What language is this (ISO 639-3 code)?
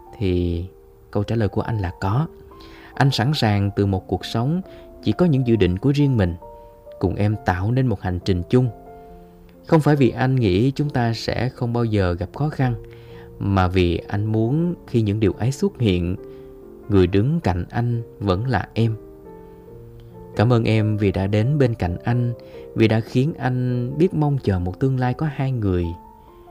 vie